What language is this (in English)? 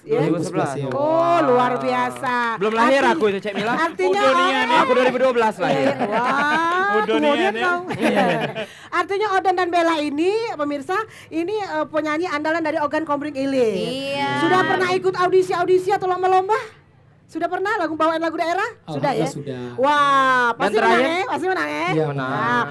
Musi